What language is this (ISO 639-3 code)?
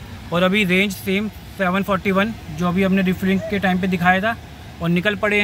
hin